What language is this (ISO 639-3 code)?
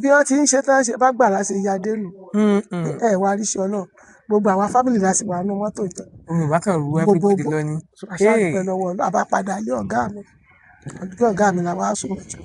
yor